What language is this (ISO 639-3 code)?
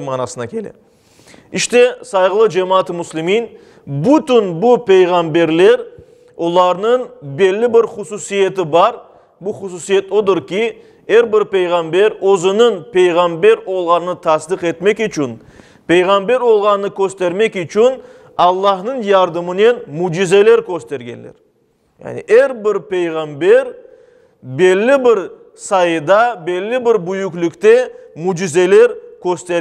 crh